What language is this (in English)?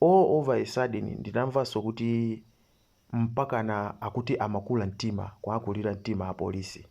Nyanja